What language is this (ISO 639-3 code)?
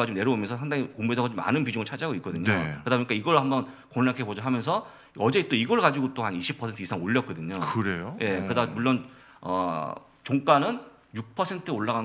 kor